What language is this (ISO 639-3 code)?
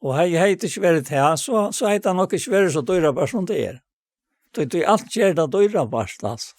fao